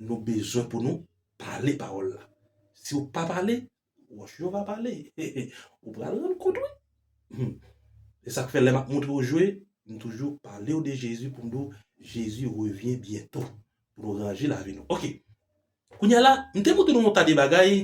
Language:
Haitian Creole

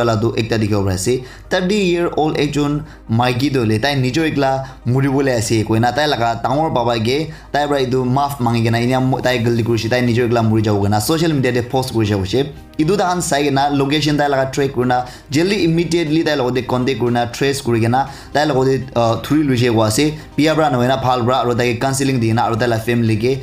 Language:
Naga Pidgin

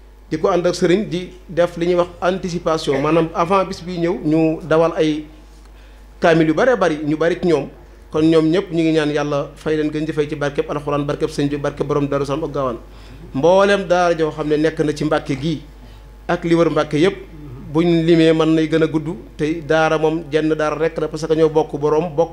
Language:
Wolof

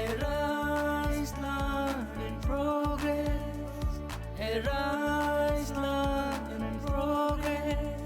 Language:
Riang (India)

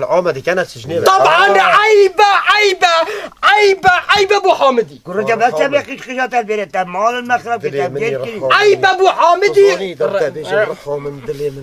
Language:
Kurdish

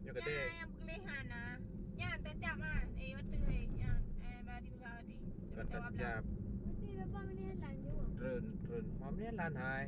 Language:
Achinese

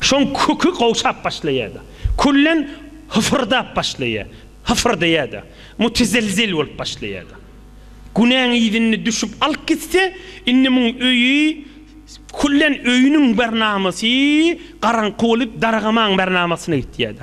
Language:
Turkmen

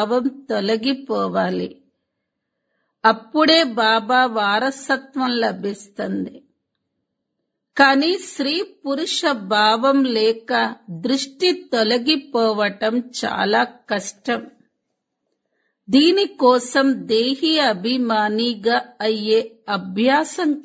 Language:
Telugu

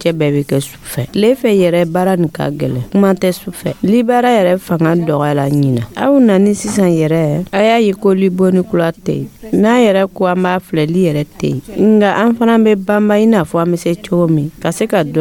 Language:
Dyula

